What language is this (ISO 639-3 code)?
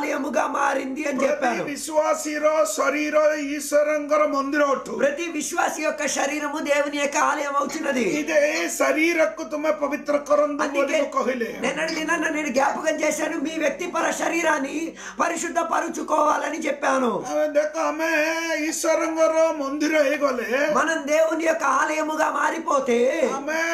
tel